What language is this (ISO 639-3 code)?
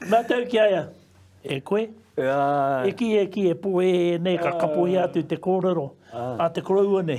mri